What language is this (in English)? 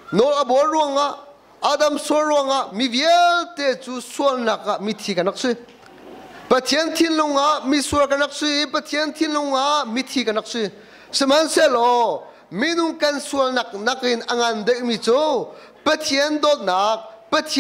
Hakha Chin